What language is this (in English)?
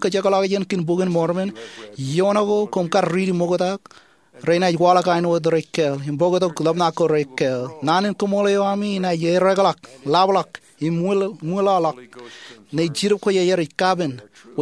Marshallese